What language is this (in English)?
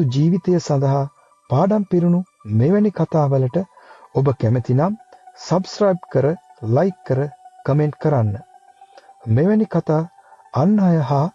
Sinhala